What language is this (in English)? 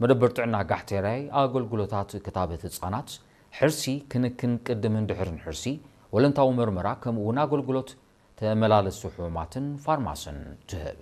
Tigrinya